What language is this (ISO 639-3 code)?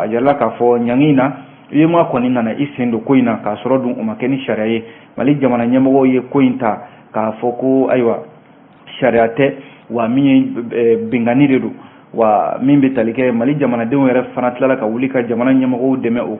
bam